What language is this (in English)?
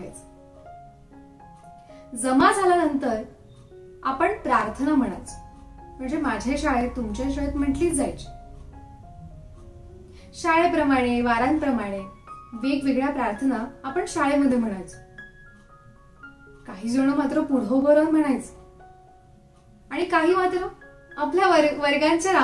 Marathi